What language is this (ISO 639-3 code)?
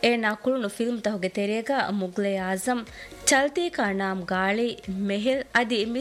div